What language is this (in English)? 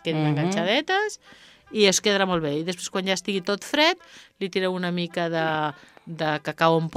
Catalan